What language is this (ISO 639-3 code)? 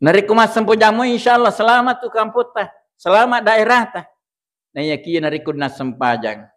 bug